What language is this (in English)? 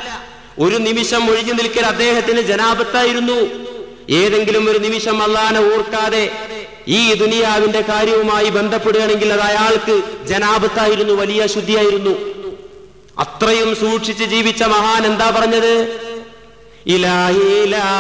Malayalam